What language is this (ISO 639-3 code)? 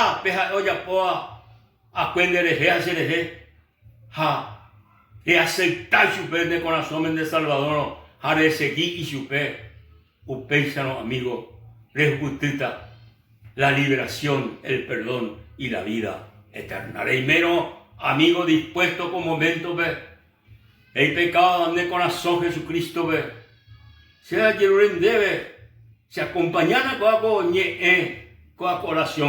grn